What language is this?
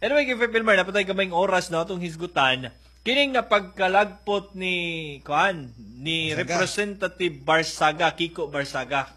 Cebuano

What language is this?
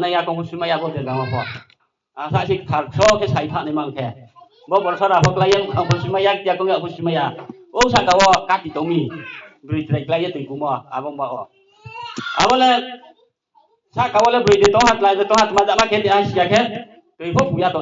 Riang (India)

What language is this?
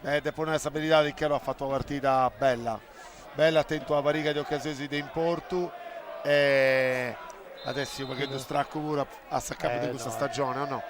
Sardinian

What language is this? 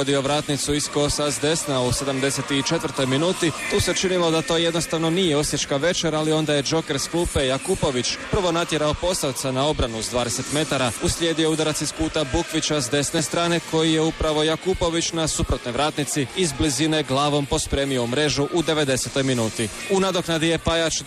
Croatian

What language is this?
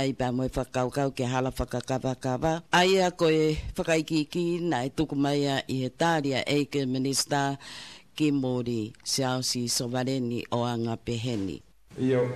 Tongan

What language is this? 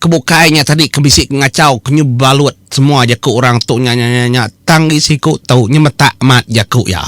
Iban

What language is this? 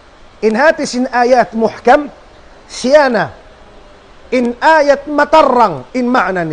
Tausug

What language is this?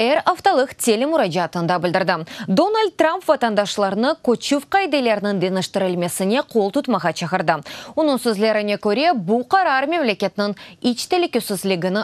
Crimean Tatar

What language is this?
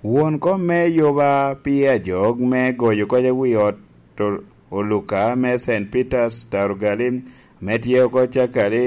Lango (Uganda)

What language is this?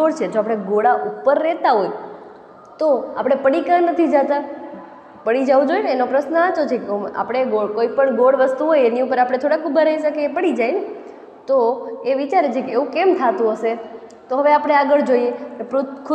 Gujarati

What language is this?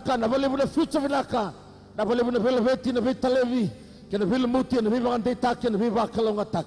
Fijian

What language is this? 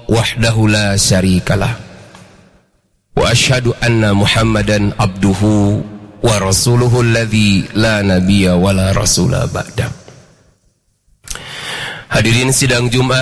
Indonesian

